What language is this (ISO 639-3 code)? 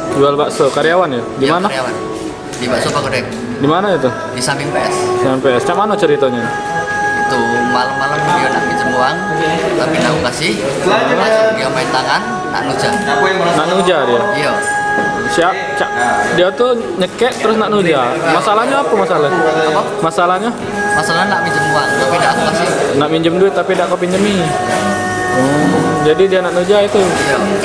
mui